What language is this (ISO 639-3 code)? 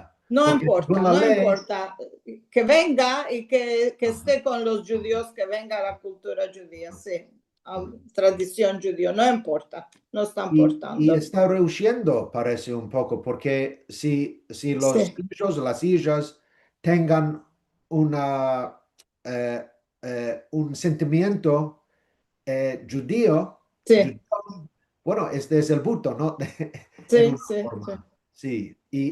lad